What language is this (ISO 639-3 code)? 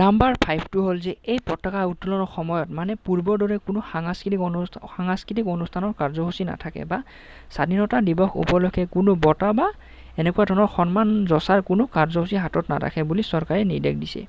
asm